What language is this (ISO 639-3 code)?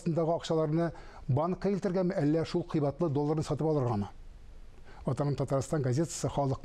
tat